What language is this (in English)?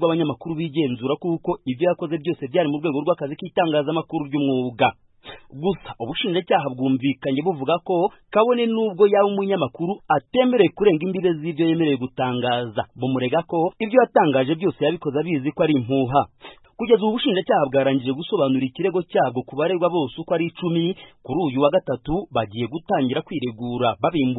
Kinyarwanda